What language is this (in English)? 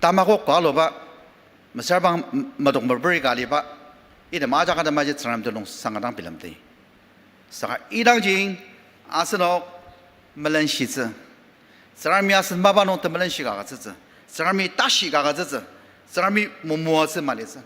Ao Naga